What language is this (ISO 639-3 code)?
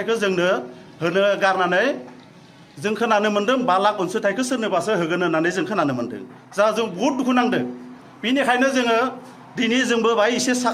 brx